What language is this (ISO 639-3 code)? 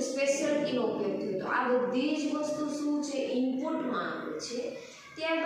guj